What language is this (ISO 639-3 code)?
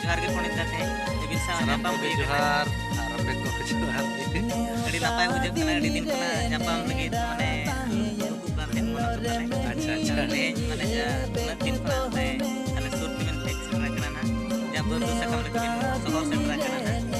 sat